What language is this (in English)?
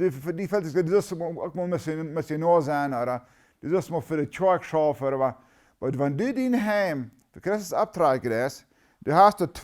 Plautdietsch